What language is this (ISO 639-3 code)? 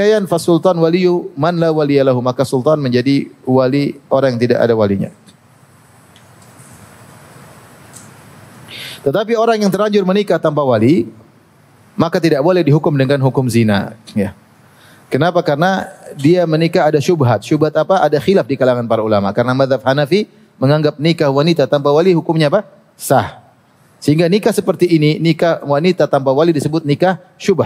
ind